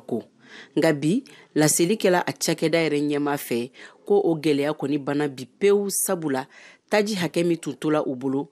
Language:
Bambara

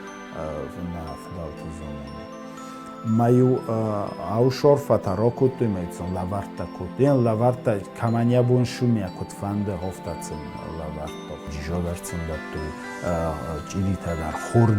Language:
Ossetic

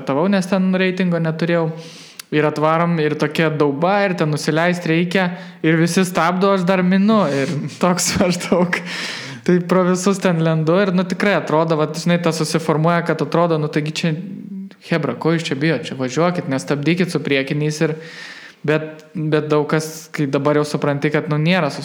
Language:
Lithuanian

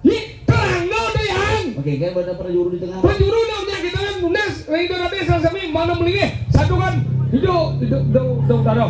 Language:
Balinese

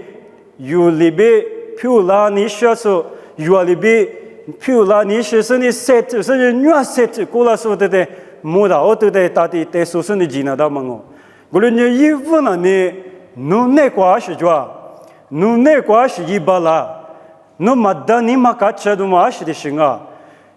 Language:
Lisu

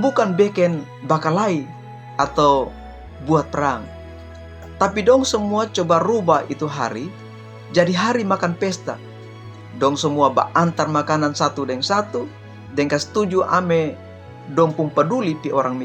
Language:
Kupang Malay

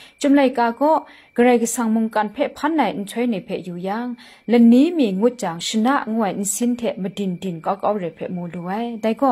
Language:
Kachin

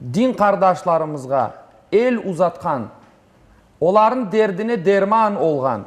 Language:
Crimean Tatar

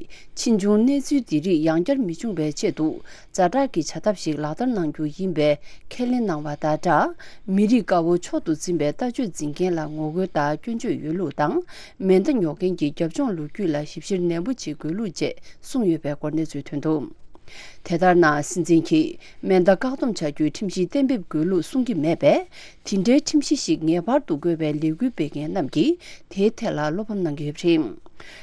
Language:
Tibetan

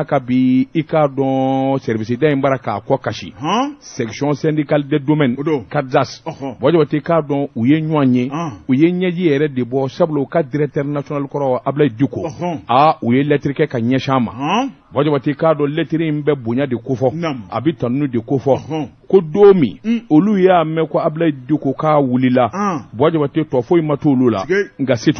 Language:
Bambara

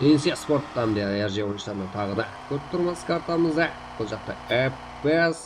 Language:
Kara-Kalpak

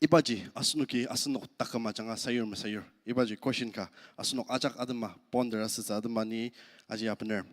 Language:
Ao Naga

